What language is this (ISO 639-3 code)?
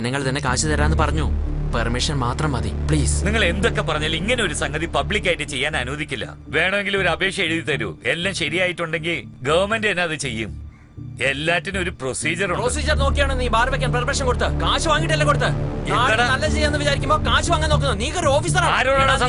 mal